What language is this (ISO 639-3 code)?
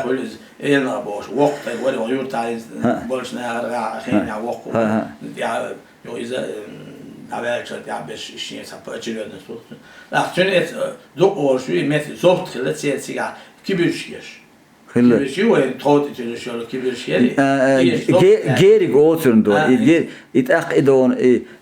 che